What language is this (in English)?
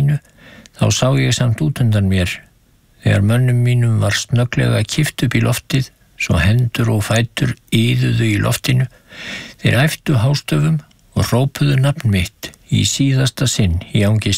Icelandic